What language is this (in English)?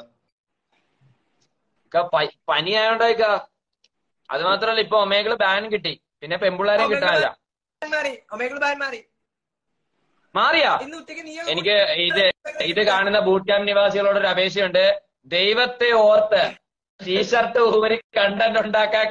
Malayalam